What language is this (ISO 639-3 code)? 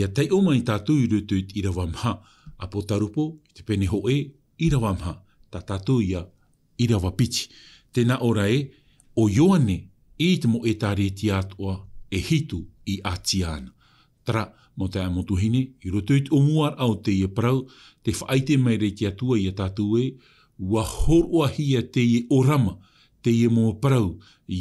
tah